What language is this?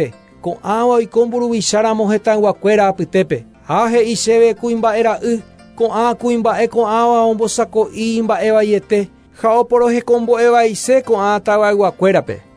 Guarani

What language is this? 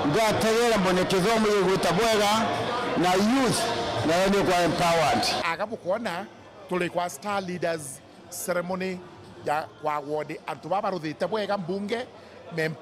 Meru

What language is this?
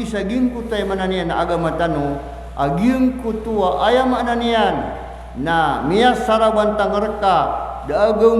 Maranao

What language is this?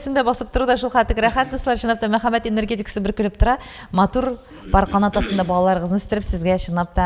Tatar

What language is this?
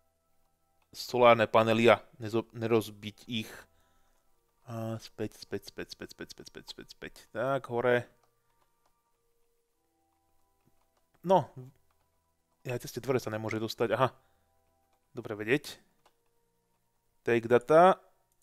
Slovak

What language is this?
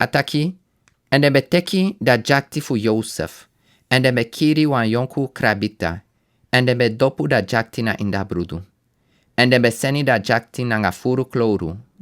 Sranan Tongo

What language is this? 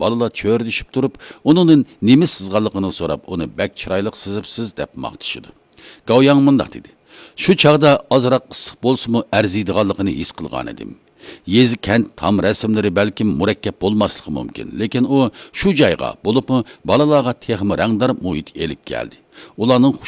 Uyghur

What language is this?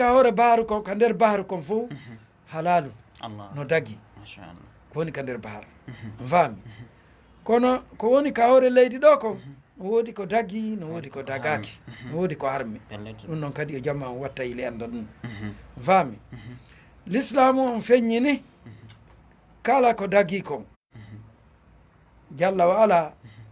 Fula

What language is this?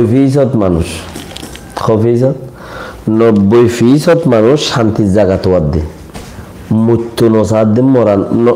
Rohingya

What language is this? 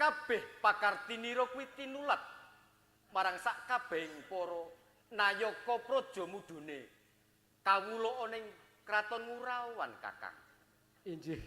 Javanese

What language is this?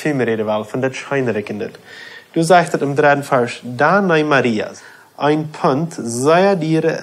Plautdietsch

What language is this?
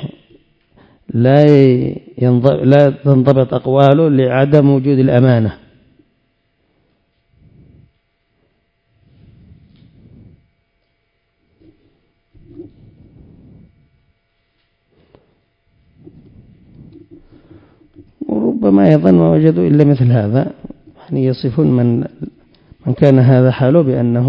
Arabic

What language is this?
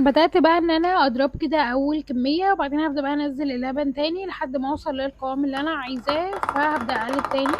Egyptian Arabic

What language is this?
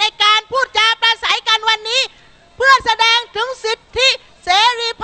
Thai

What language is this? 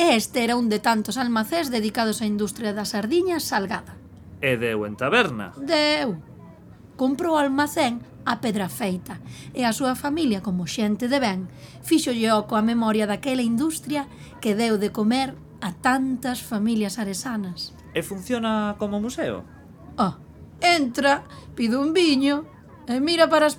Galician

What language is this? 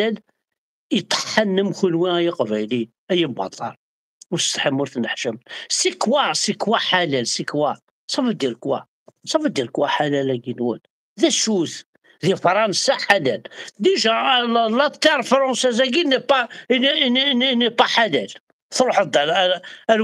Kabyle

